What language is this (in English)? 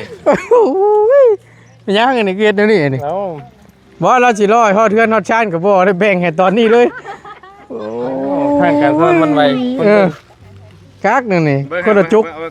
Northeastern Thai